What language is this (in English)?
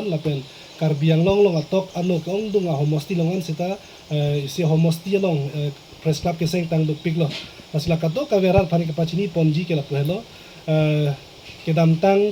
Karbi